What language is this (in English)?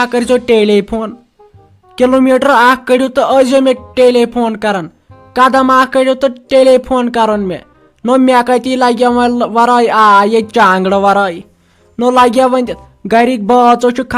Kashmiri